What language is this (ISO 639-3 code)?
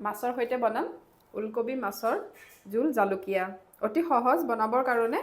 asm